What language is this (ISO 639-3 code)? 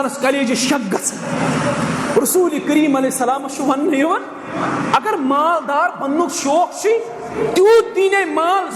kas